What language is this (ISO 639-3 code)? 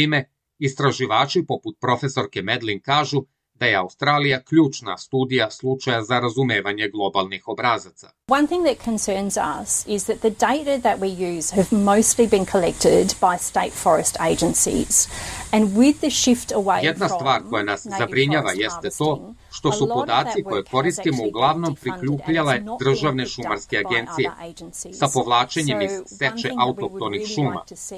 srp